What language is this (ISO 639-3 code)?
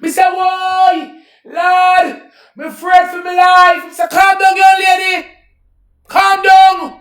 jam